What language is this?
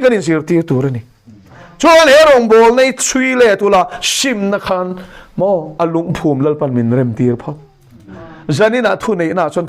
Mizo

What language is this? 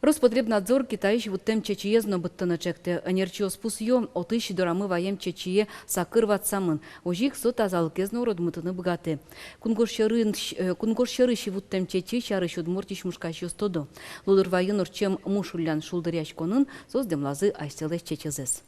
Udmurt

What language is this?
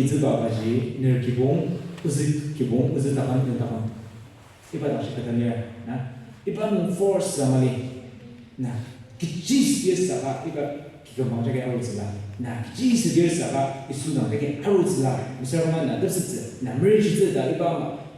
Ao Naga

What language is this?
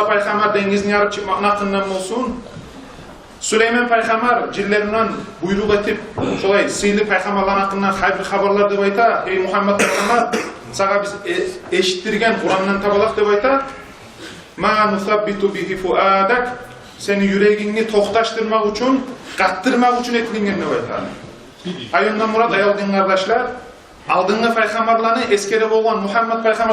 Kumyk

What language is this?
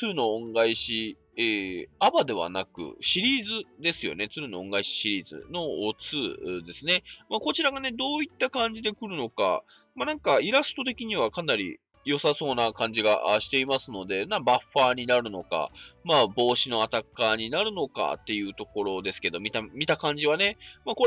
Japanese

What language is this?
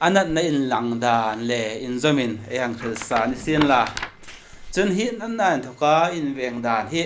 Hmar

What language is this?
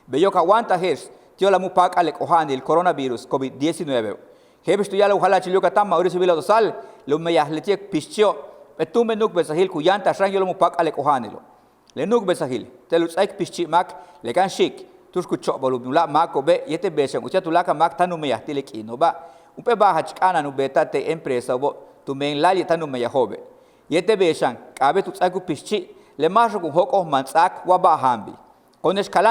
Yucateco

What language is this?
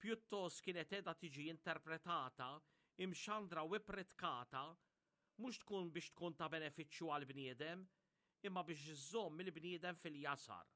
Maltese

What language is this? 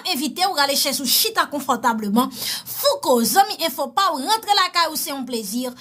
Haitian Creole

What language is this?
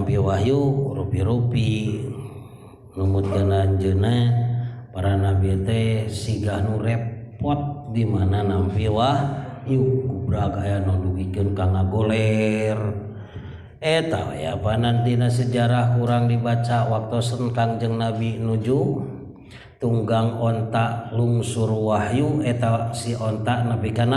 Sundanese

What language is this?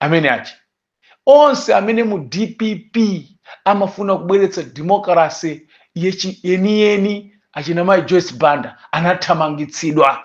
Nyanja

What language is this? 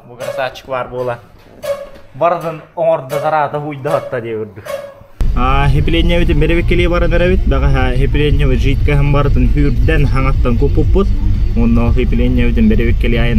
Yakut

